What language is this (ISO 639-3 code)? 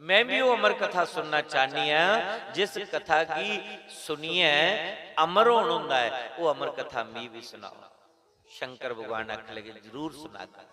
doi